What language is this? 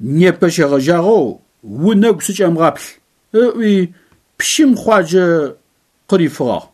Adyghe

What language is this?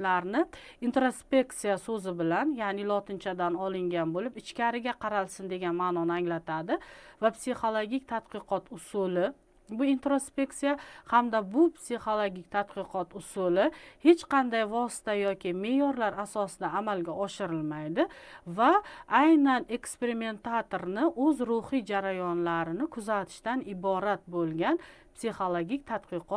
Uzbek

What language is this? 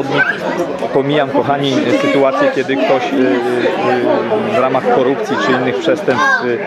Polish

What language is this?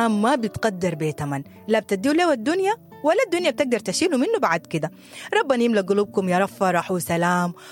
Sudanese Arabic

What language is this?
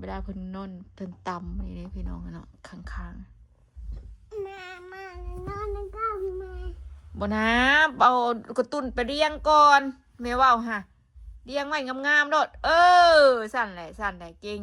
Northeastern Thai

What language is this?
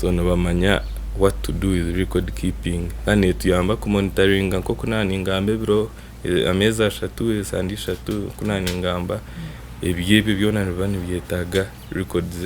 Nyankole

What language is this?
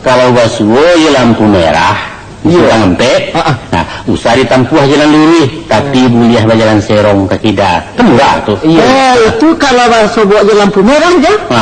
Minangkabau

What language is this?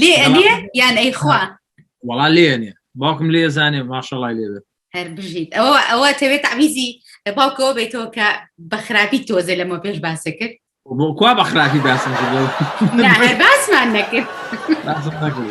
Central Kurdish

